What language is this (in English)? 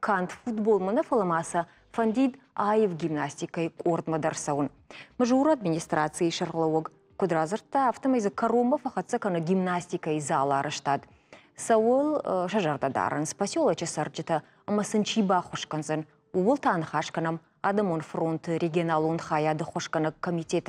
Ossetic